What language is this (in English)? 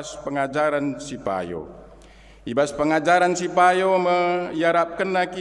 Batak Karo